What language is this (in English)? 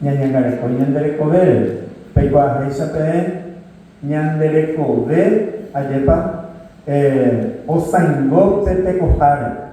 Guarani